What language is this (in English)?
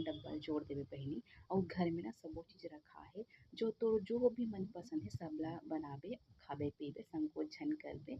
Chhattisgarhi